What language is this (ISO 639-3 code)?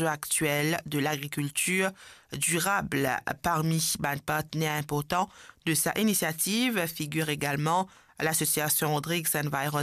mfe